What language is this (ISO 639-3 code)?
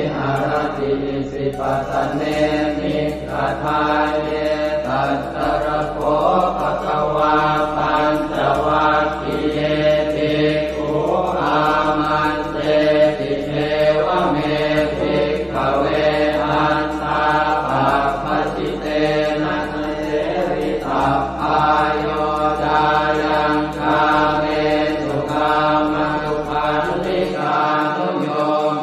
pli